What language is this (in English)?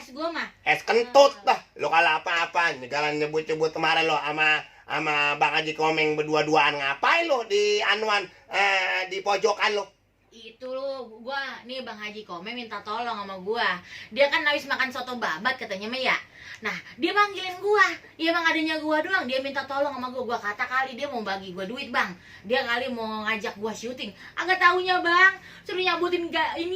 Betawi